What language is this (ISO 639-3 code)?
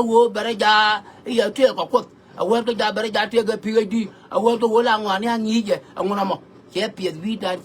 nus